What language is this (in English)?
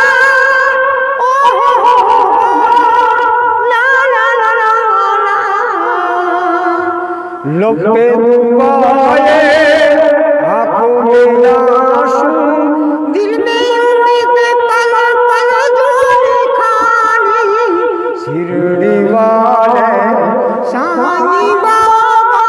Gujarati